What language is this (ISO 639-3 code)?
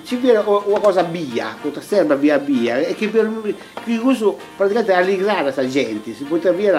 srd